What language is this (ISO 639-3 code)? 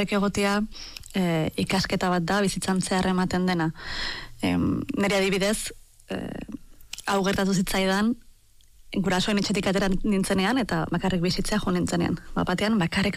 eus